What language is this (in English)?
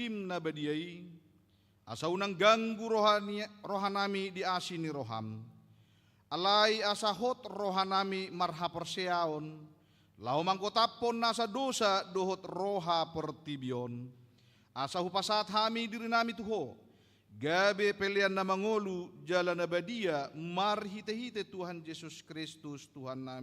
Batak Toba